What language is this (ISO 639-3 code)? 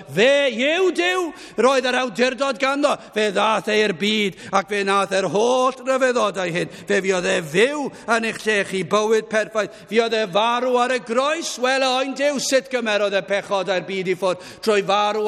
cym